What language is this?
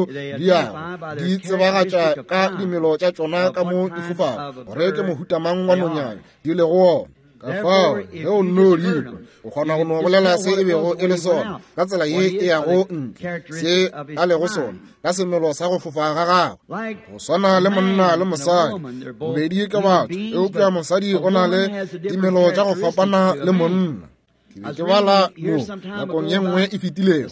Northern Sotho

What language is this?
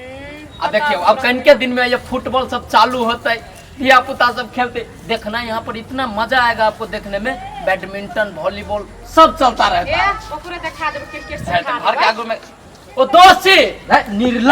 Maithili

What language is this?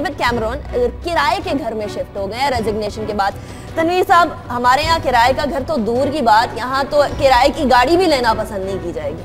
Urdu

